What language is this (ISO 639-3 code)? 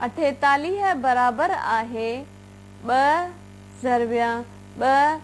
snd